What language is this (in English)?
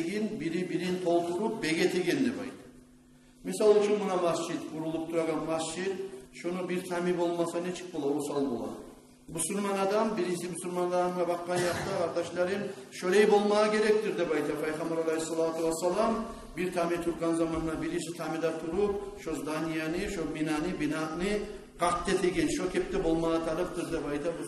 Kumyk